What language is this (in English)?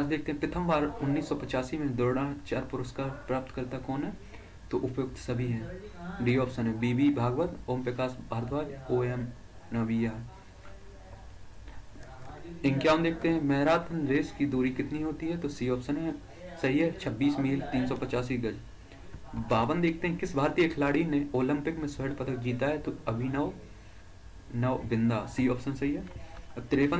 Hindi